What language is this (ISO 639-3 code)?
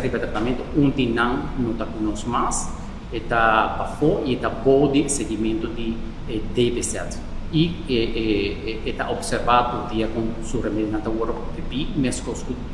pap